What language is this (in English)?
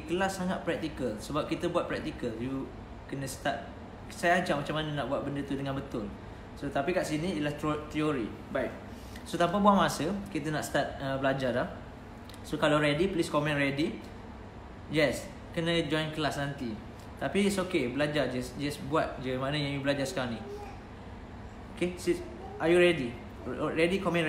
Malay